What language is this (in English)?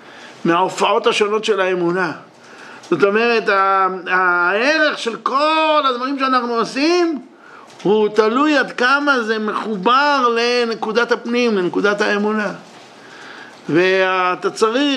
Hebrew